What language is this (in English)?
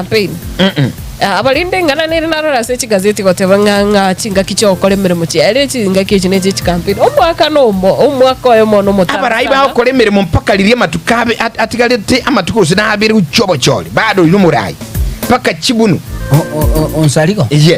Gusii